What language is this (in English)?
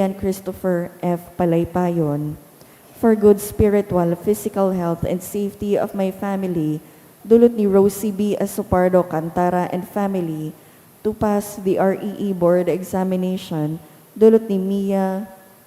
Bikol